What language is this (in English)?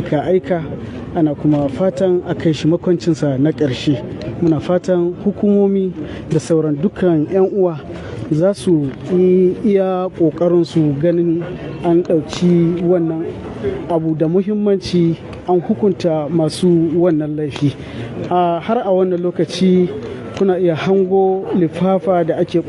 Hausa